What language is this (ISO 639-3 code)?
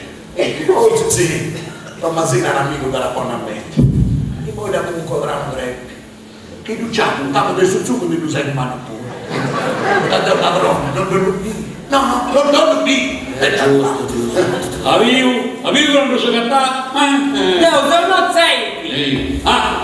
srd